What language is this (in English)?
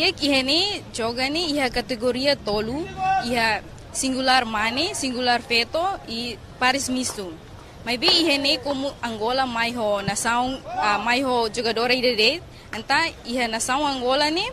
Tetum